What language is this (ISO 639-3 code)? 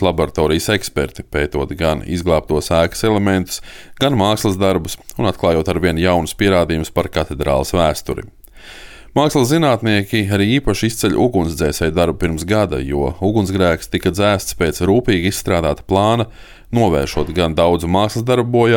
lav